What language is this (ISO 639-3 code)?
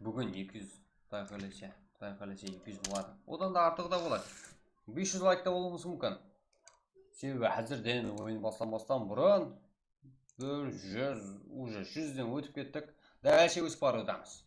kaa